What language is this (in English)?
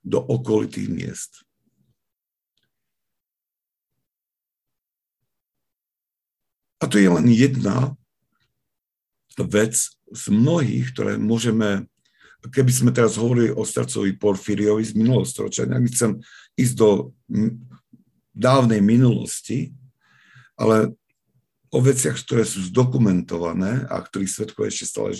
Slovak